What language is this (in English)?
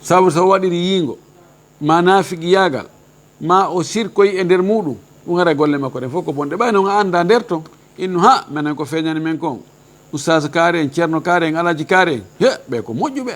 Fula